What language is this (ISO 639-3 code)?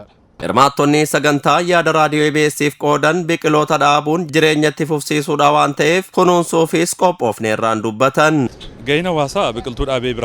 orm